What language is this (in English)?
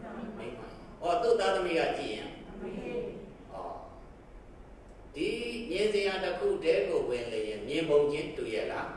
Burmese